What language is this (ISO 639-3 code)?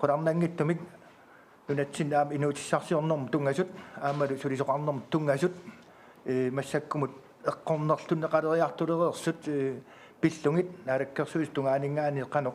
kal